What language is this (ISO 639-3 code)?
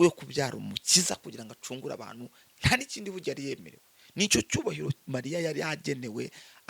kin